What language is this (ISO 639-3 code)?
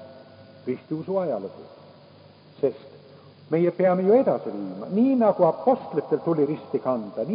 est